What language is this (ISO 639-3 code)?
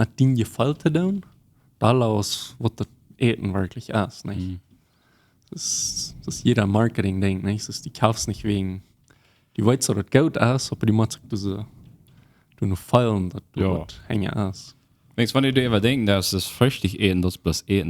pdt